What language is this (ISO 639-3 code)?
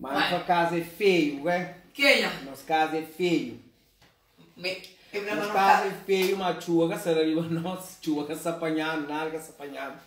kea